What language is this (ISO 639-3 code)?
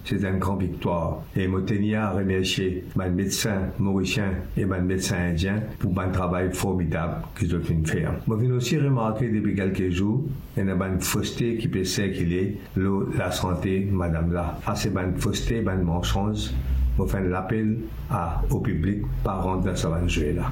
mfe